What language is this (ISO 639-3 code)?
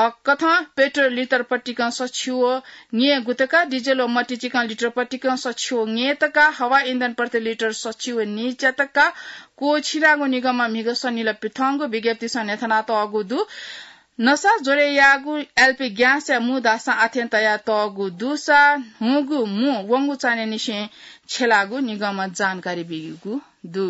new